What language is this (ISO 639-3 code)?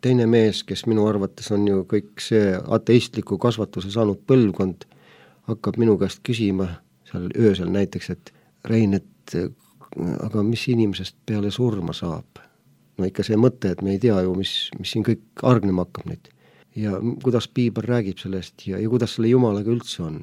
est